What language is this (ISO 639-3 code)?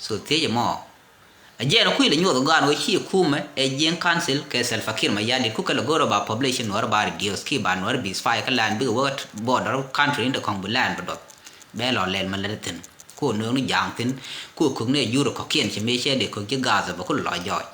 nus